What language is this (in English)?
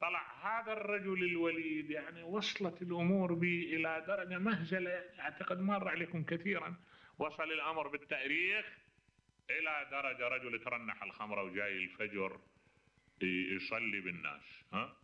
Mesopotamian Arabic